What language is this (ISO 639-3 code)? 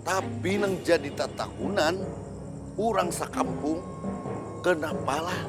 bjn